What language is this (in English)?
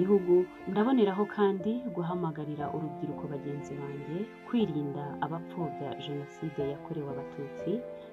Kinyarwanda